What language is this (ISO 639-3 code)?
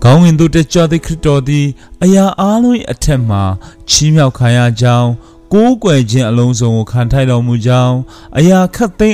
mya